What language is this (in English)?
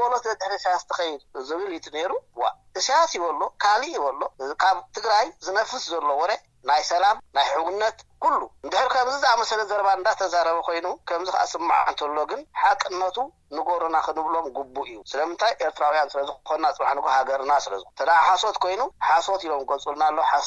Tigrinya